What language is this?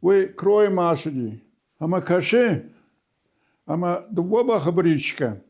Ossetic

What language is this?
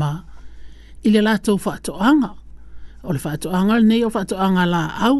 Samoan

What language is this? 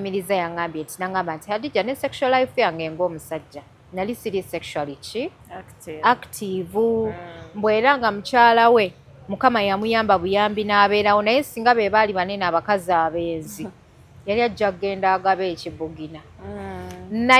Ganda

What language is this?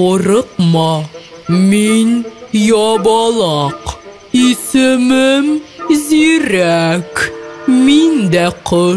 Tatar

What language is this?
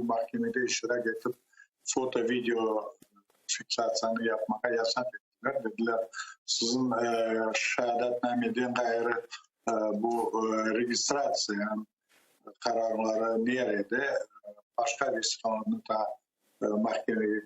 Crimean Tatar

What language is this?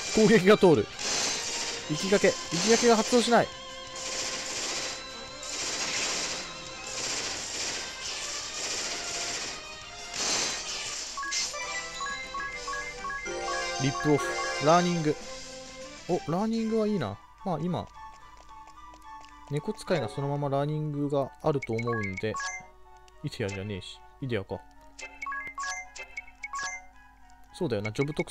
Japanese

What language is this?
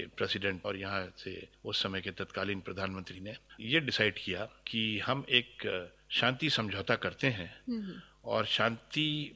Hindi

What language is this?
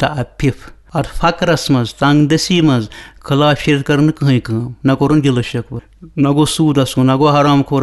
Kashmiri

